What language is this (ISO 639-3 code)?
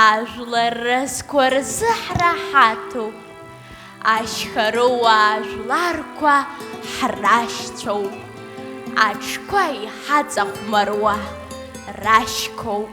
abk